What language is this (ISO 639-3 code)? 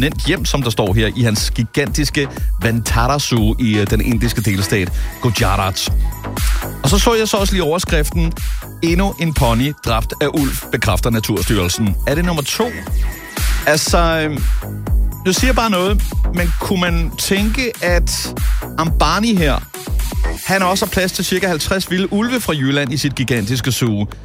dan